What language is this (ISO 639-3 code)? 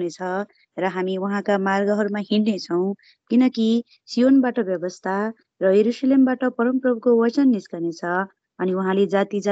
nep